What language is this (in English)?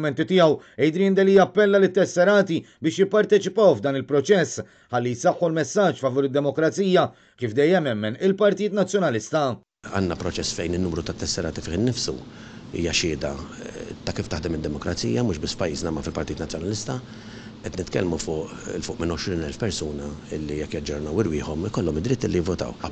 Maltese